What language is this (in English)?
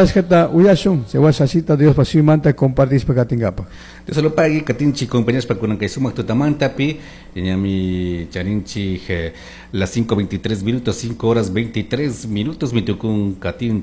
Chimborazo Highland Quichua